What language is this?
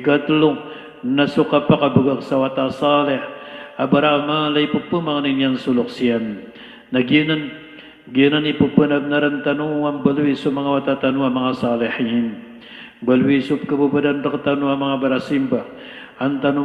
Maranao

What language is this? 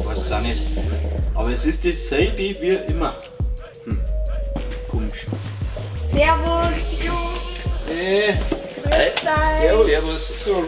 Bavarian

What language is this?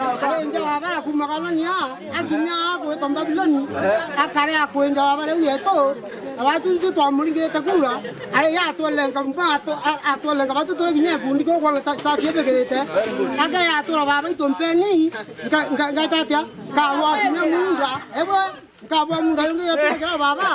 Meru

